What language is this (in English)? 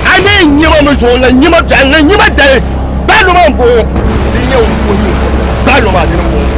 Dagbani